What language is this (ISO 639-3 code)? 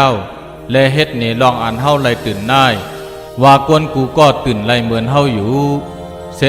shn